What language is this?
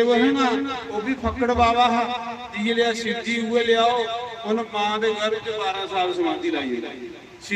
Dogri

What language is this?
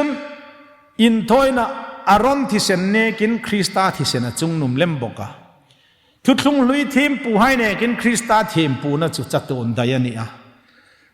Hmar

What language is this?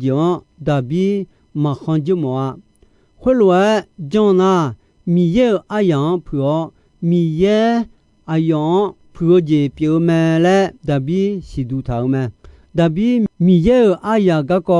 Akha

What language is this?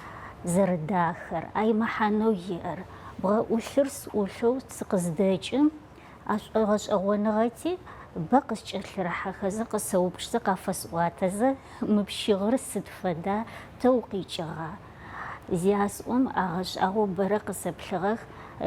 Adyghe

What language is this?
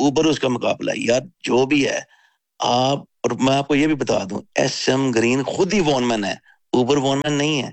Urdu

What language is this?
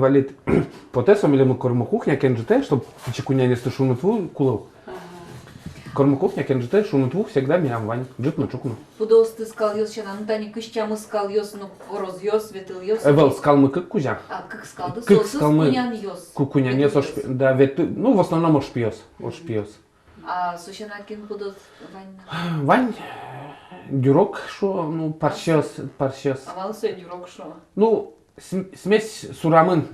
Udmurt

